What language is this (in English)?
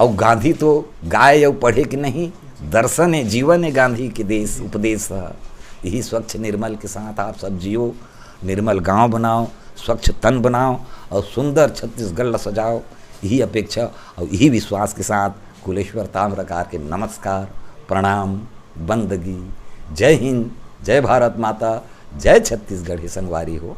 Chhattisgarhi